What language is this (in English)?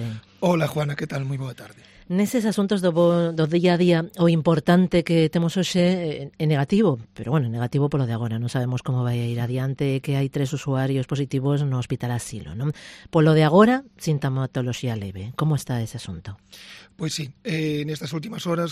Galician